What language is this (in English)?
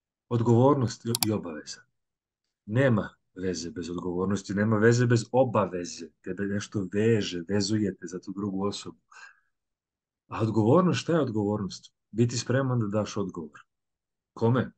Serbian